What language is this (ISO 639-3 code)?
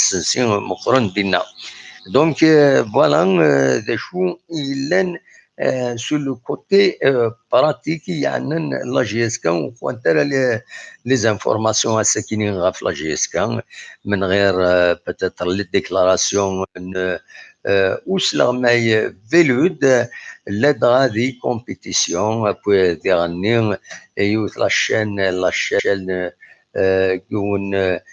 kab